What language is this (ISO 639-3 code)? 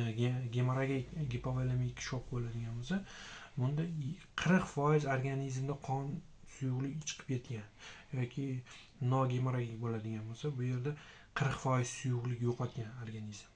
uzb